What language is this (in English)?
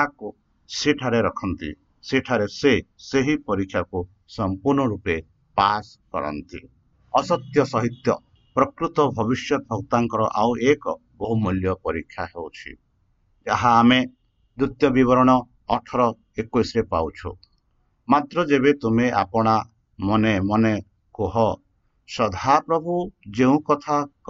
Odia